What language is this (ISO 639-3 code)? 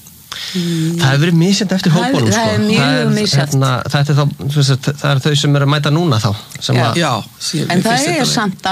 isl